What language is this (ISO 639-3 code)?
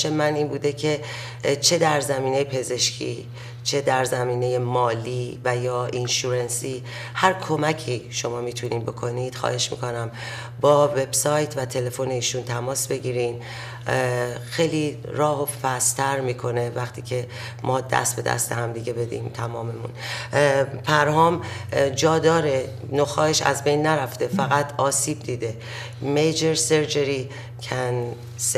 fas